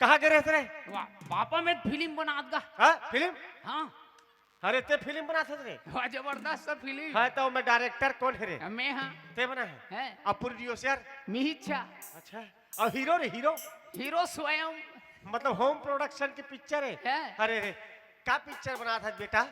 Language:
Chhattisgarhi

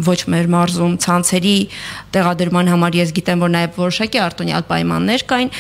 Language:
Armenian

